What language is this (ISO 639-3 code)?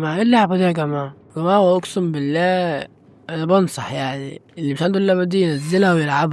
arz